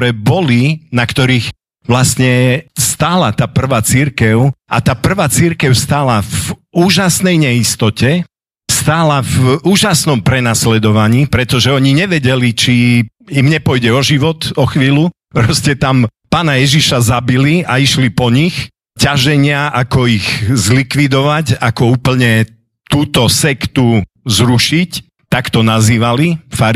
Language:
Slovak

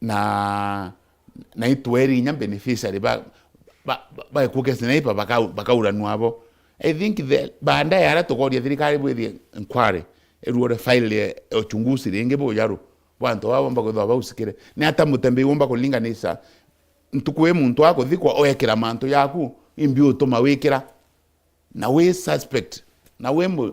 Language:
Meru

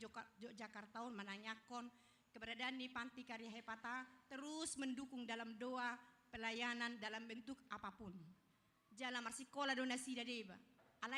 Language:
Batak Toba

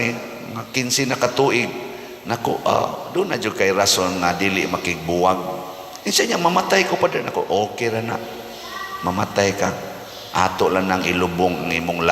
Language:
Cebuano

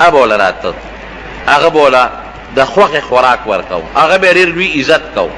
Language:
Pashto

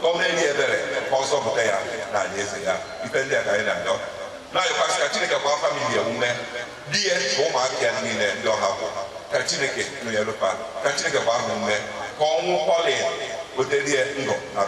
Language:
Igbo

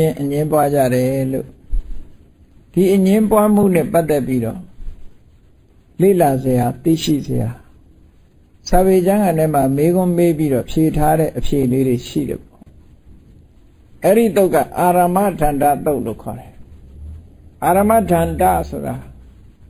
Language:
Burmese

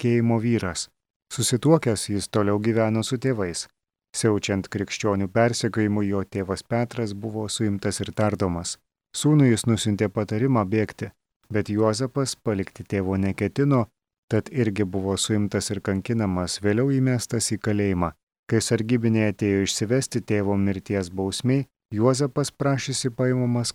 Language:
Lithuanian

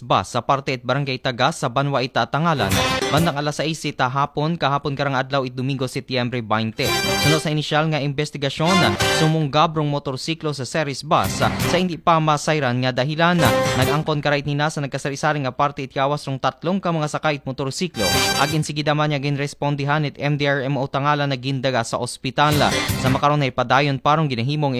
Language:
Aklanon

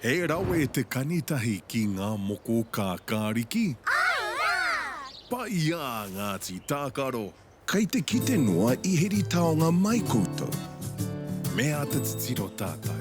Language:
Māori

